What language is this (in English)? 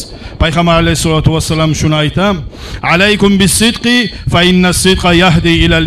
Kumyk